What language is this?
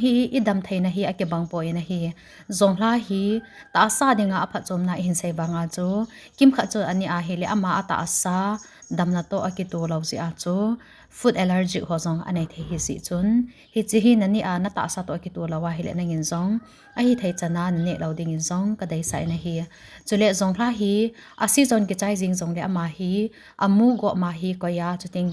Thado Chin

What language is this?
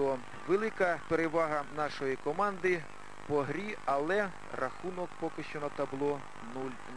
Ukrainian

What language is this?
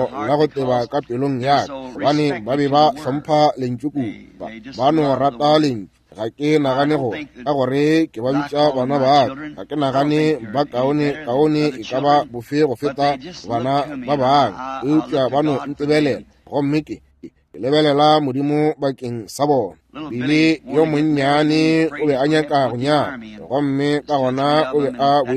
Northern Sotho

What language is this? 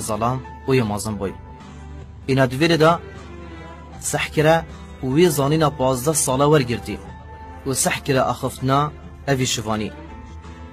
Kurdish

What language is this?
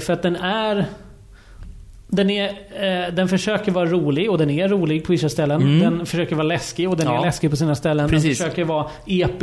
Swedish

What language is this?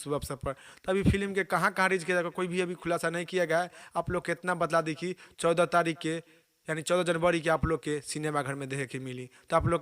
Bhojpuri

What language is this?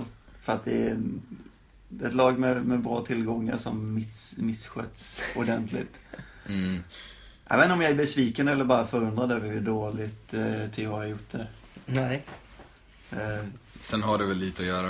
Swedish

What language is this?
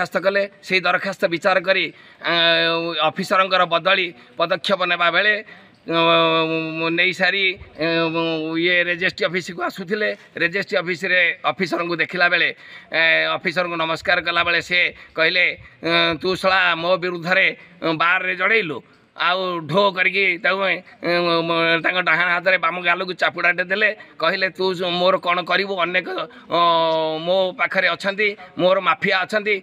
Odia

